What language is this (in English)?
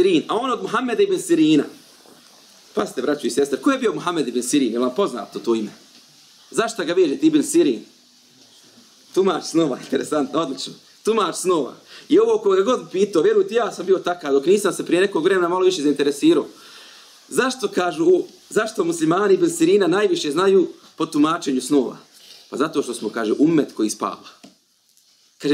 Bosnian